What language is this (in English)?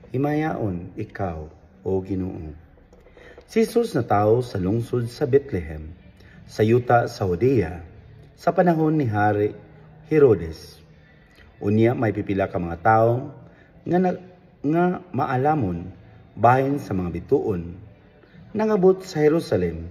Cebuano